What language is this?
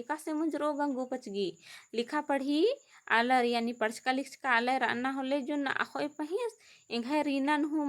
Kurukh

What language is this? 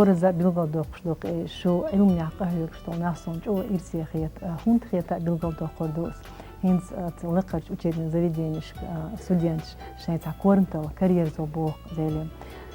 Chechen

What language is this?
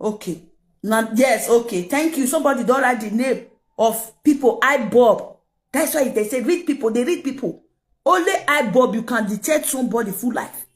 Nigerian Pidgin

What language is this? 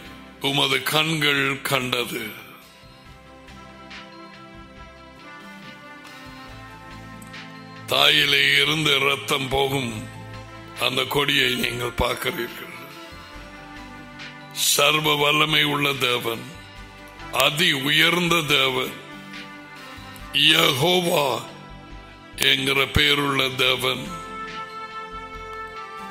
Tamil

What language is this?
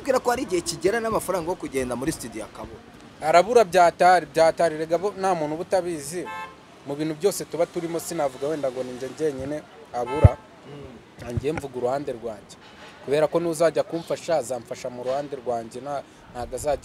Kinyarwanda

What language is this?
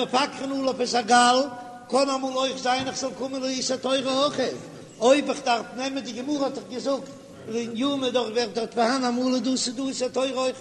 Yiddish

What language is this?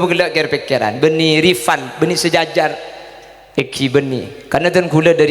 Madurese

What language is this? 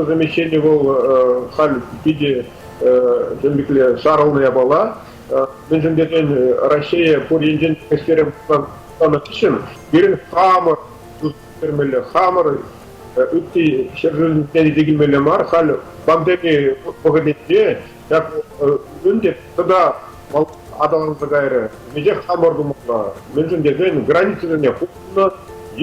Chuvash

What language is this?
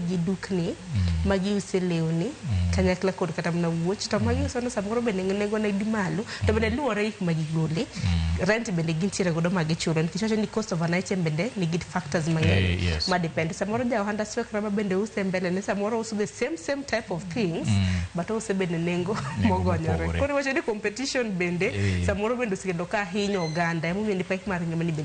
Luo (Kenya and Tanzania)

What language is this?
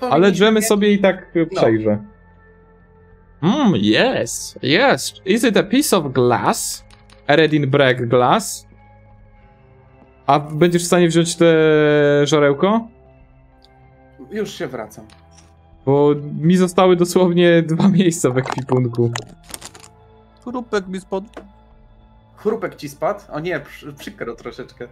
Polish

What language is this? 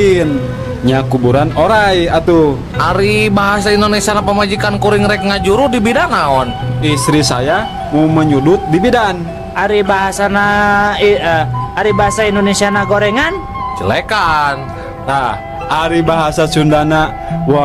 Sundanese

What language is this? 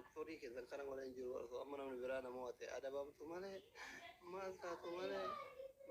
Oromo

